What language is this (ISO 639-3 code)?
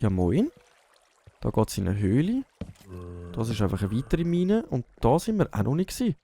gsw